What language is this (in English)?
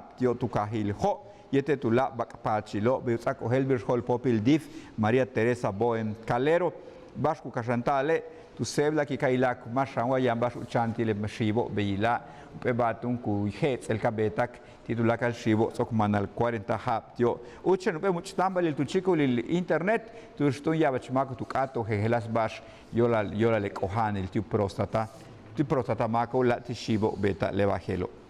Yucateco